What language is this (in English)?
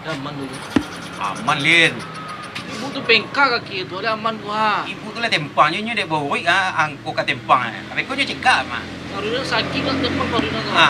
Minangkabau